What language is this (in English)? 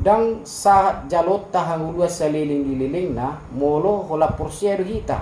Batak Toba